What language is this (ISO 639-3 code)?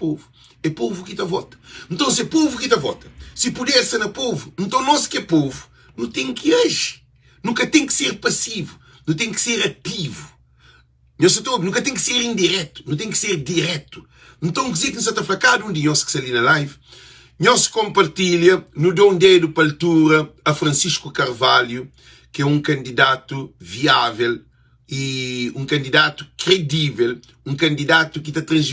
kea